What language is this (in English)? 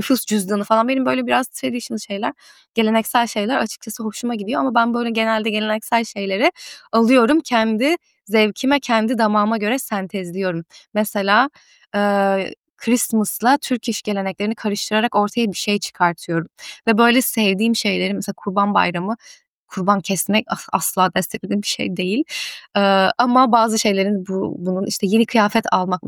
Turkish